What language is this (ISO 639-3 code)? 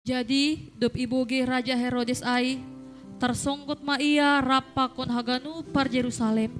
bts